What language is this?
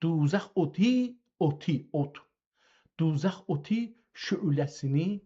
South Azerbaijani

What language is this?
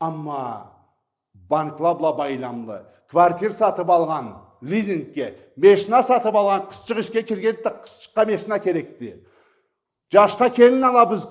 Karachay-Balkar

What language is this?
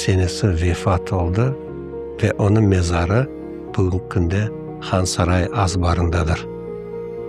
Crimean Tatar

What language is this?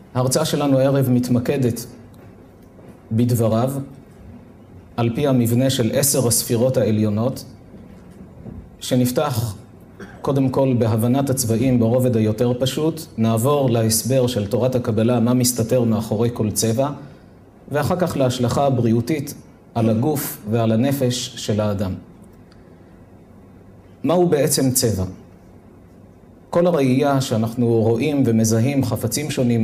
Hebrew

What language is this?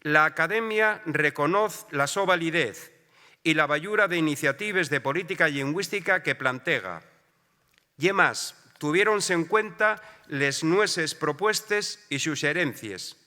Asturian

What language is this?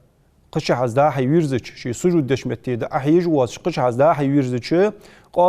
Ingush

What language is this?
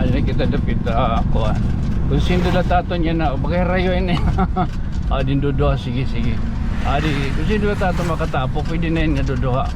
Waray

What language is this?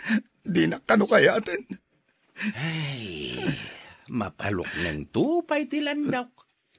Iloko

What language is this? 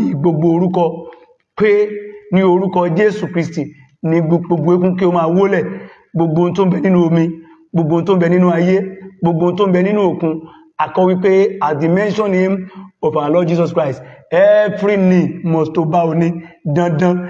Yoruba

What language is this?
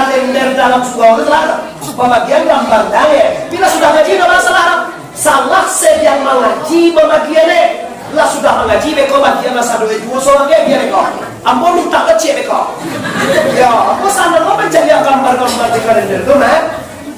Minangkabau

